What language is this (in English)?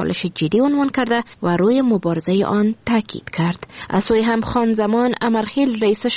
Persian